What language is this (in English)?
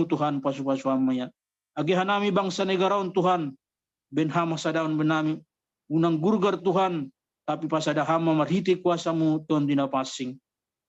Batak Simalungun